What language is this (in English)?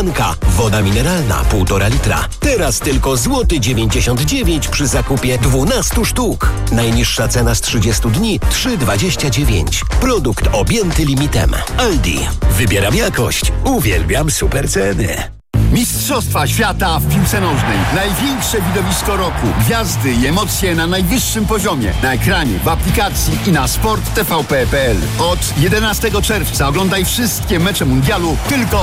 Polish